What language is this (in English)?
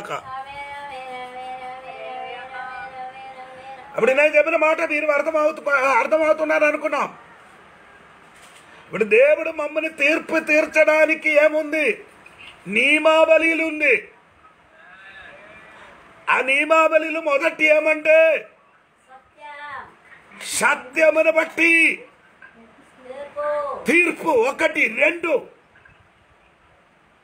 Telugu